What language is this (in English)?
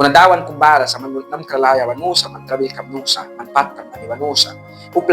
Mískito